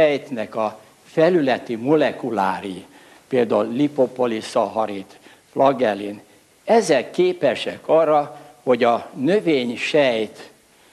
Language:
Hungarian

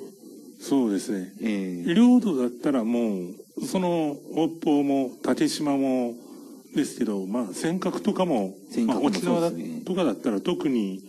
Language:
Japanese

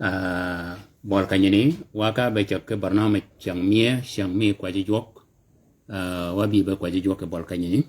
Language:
Shilluk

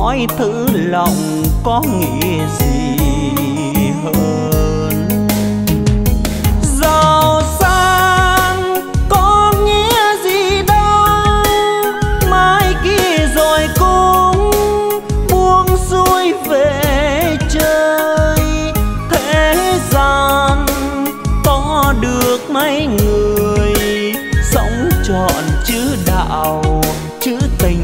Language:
Vietnamese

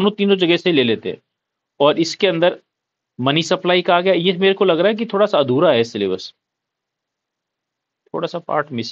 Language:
Hindi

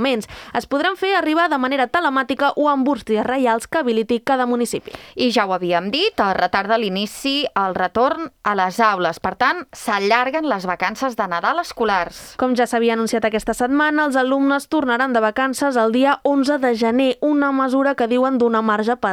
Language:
Catalan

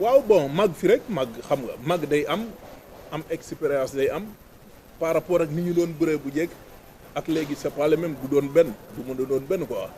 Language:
Wolof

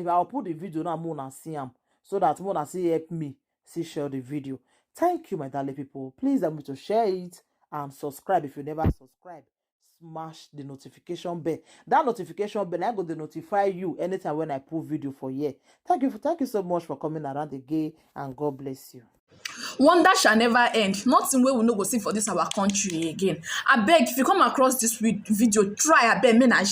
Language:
Nigerian Pidgin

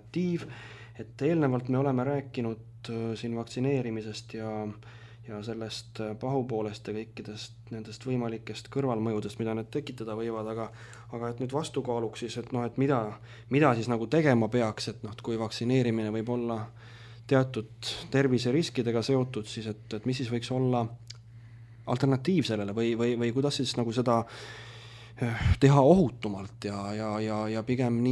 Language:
Estonian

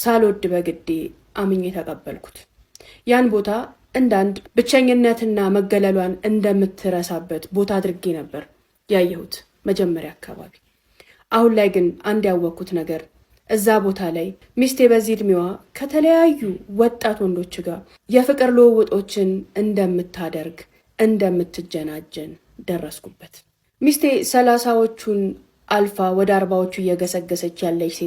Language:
Amharic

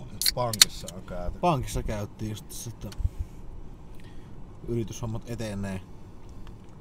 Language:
Finnish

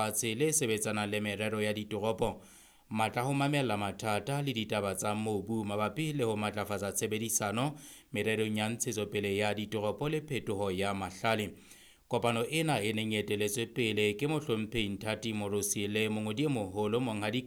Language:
Southern Sotho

